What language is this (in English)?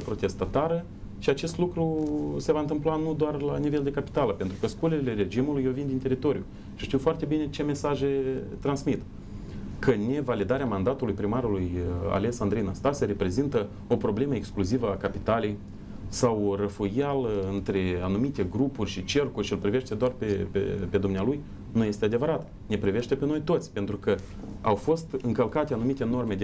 Romanian